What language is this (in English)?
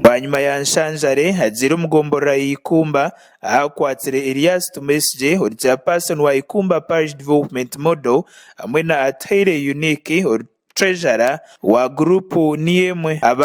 Nyankole